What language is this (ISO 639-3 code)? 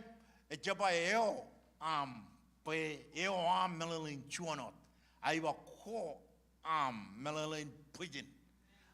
mah